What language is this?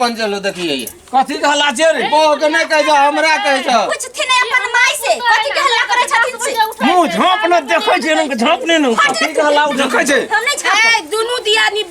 Maithili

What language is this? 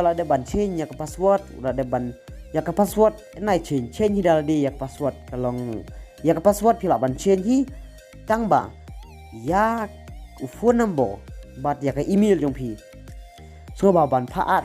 Khasi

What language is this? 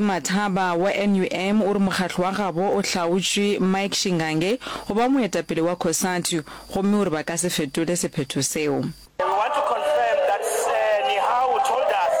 Northern Sotho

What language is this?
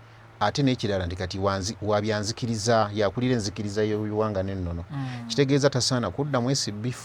Ganda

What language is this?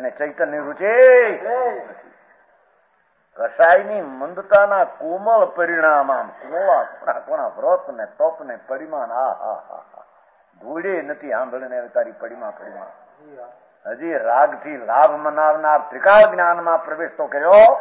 Gujarati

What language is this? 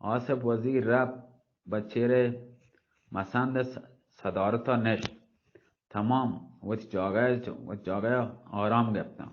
Baluchi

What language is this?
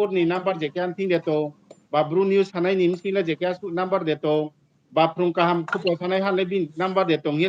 Riang (India)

